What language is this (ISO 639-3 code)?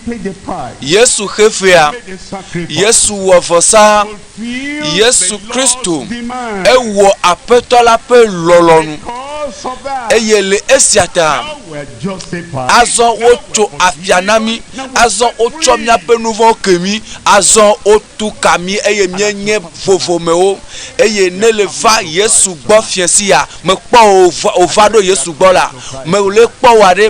ewe